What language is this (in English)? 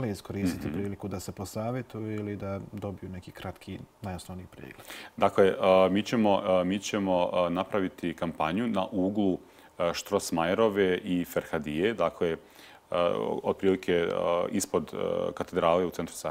Bosnian